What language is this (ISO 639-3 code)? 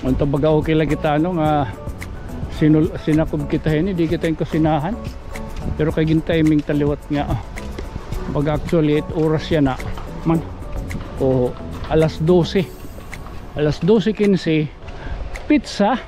war